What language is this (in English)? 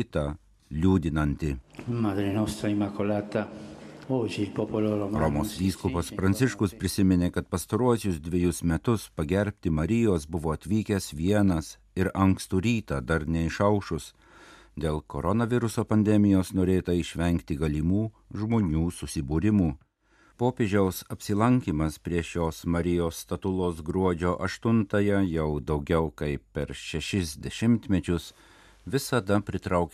Lithuanian